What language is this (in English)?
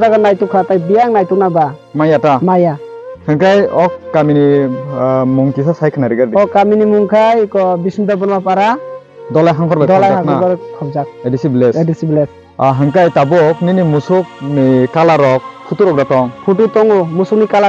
Kok Borok